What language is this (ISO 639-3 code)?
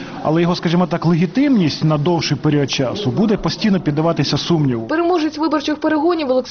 ukr